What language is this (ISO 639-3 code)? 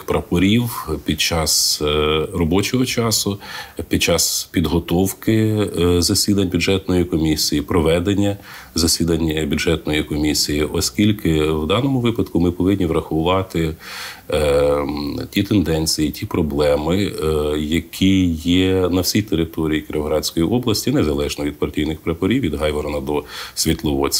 ukr